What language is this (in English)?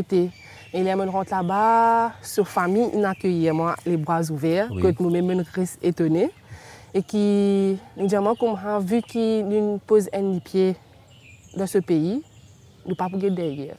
Morisyen